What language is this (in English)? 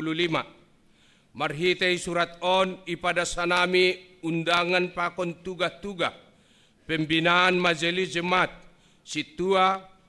Batak Simalungun